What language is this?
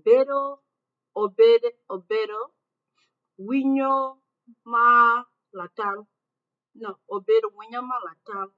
Acoli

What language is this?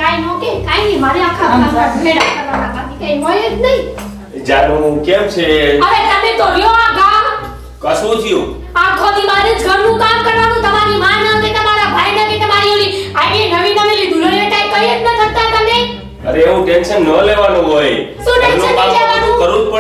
Gujarati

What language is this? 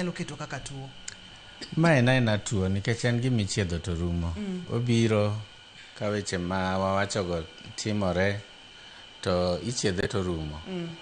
Luo (Kenya and Tanzania)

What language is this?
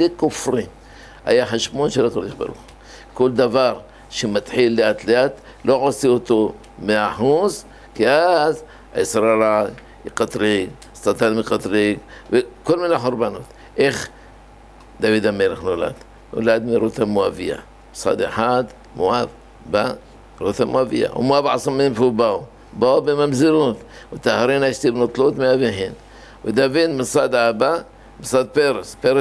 Hebrew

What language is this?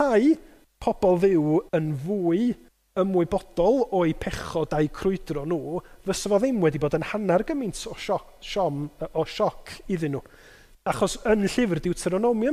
Welsh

